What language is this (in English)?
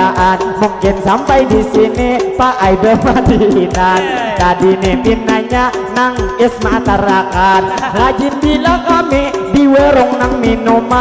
Banjar